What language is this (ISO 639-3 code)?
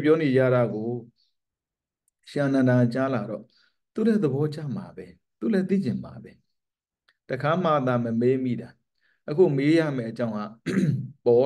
mya